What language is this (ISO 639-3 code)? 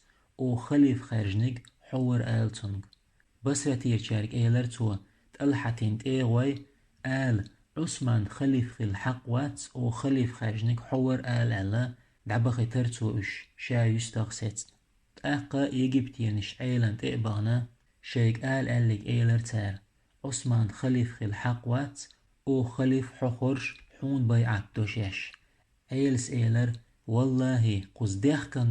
che